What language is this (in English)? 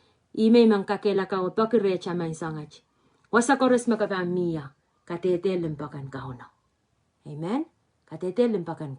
Pohnpeian